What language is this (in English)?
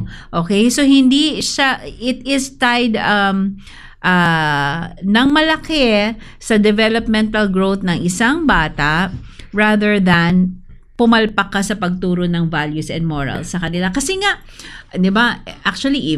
Filipino